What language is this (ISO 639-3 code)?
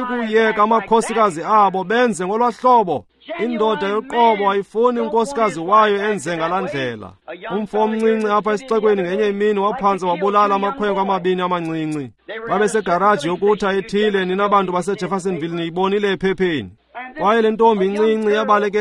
xho